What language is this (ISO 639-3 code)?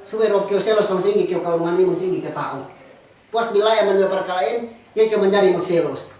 yka